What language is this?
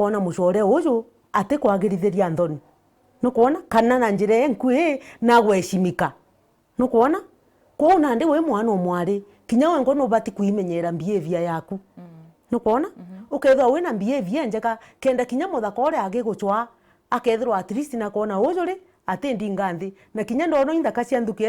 Meru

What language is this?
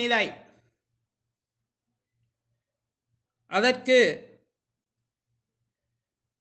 Tamil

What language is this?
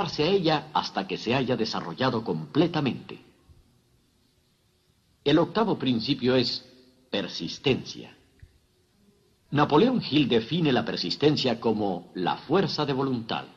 Spanish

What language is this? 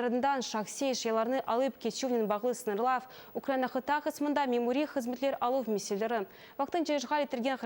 Crimean Tatar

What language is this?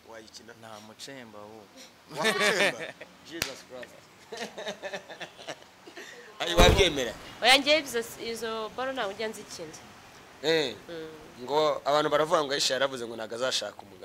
Kinyarwanda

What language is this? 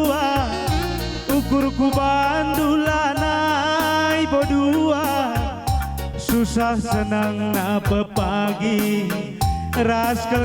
Batak Karo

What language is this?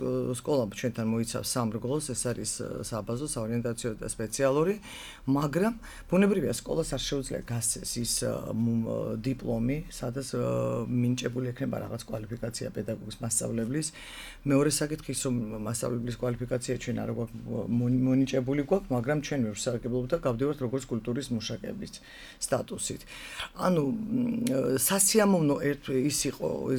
Georgian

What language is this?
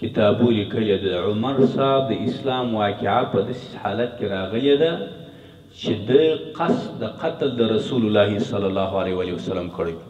Pashto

